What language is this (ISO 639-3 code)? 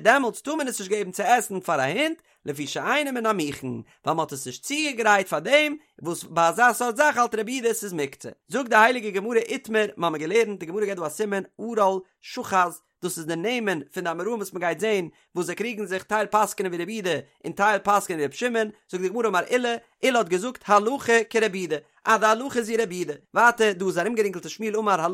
yid